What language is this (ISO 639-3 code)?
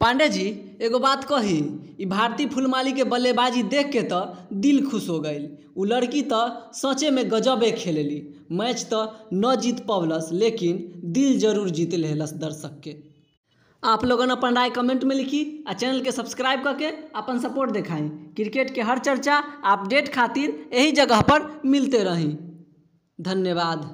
bho